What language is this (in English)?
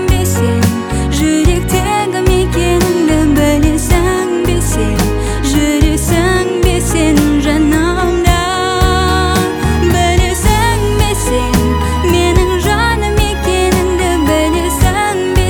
Kazakh